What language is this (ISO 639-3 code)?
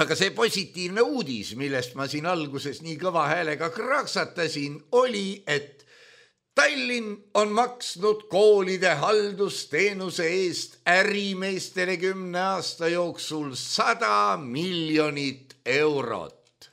est